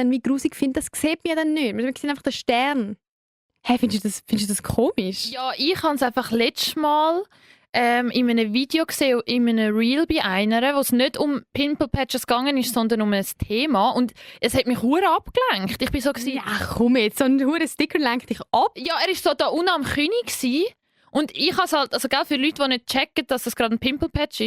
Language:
Swiss German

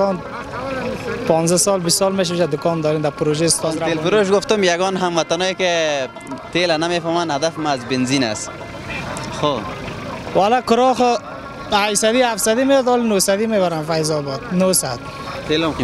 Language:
Persian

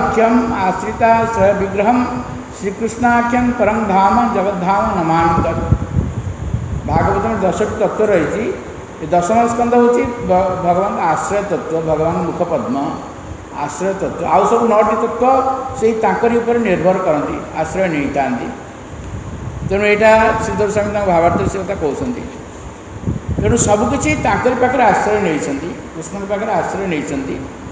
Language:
Odia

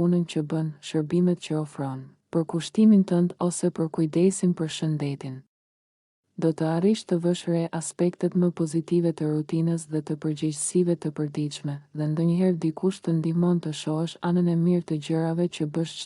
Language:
Albanian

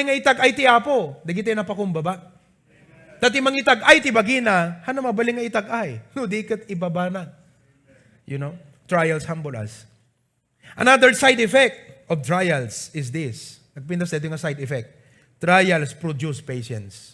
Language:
Iloko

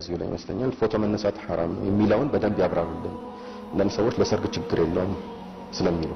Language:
Amharic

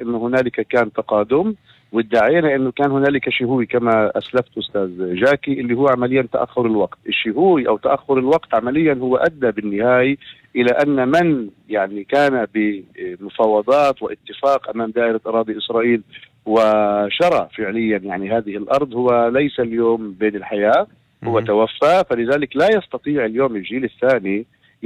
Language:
North Levantine Arabic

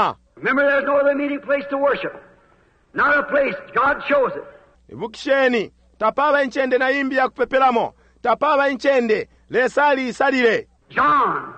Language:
Bemba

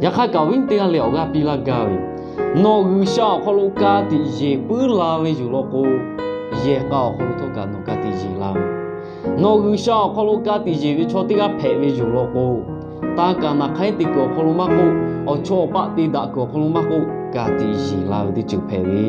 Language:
Lahu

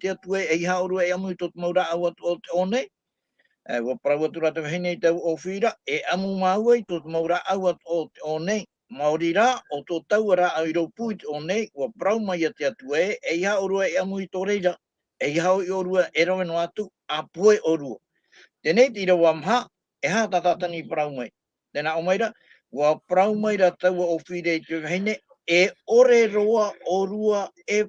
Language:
Tahitian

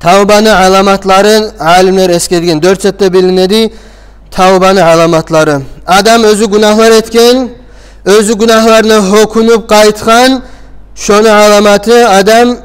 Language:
Kumyk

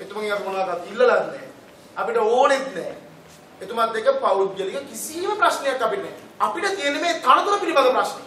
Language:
Sinhala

